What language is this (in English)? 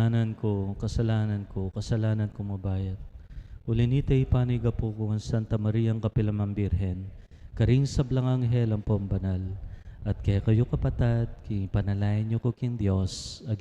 Pampanga